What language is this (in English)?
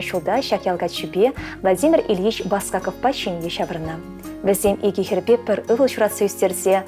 Chuvash